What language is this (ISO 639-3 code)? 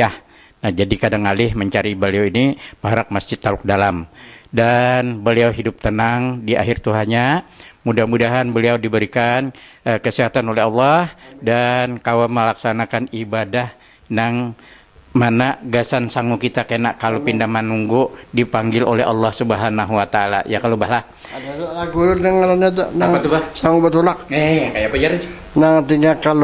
bjn